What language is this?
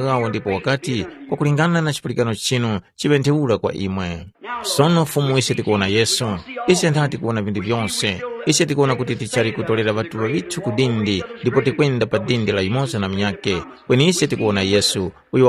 Tumbuka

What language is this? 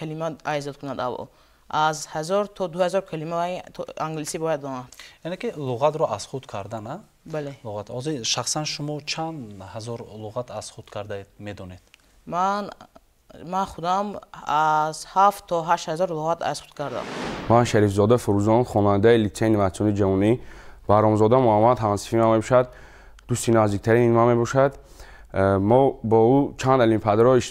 Tajik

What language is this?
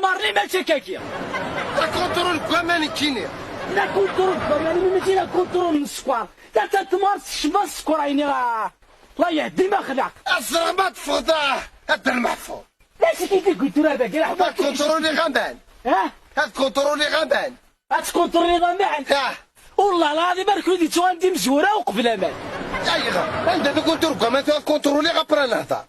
Kabyle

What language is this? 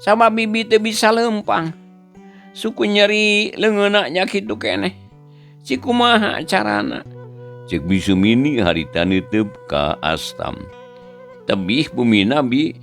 Sundanese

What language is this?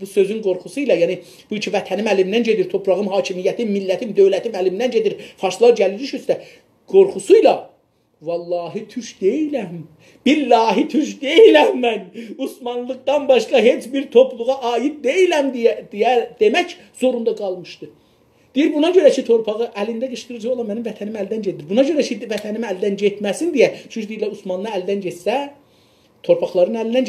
South Azerbaijani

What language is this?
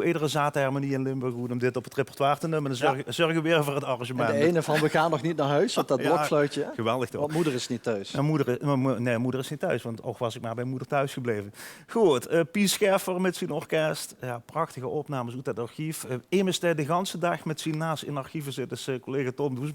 Limburgish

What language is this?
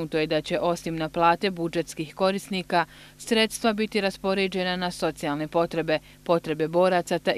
Bosnian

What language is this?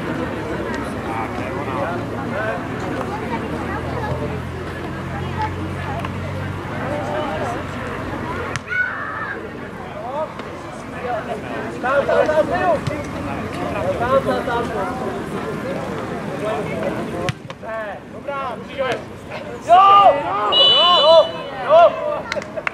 Czech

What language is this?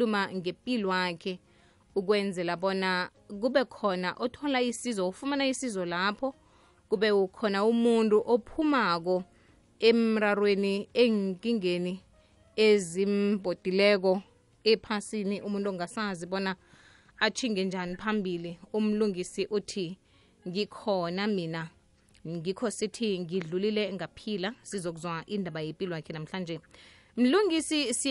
South Ndebele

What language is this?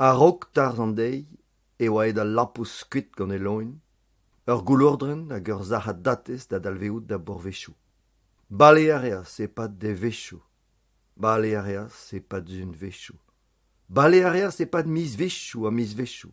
Breton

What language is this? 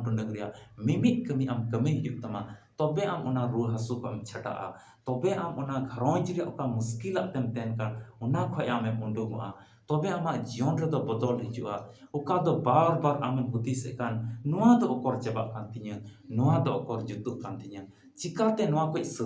Santali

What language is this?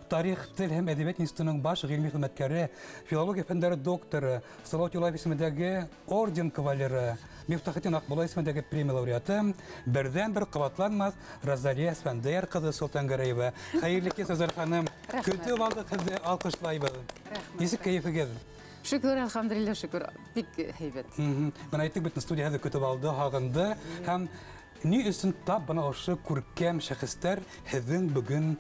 Bashkir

